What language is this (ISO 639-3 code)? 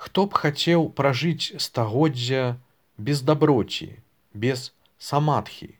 bel